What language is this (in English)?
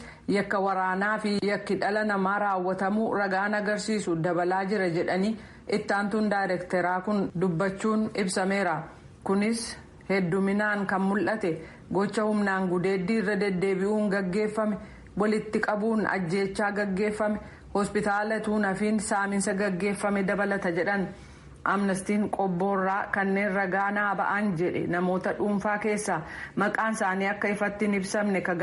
Oromo